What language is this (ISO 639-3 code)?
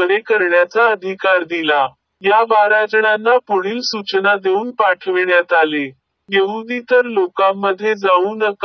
mar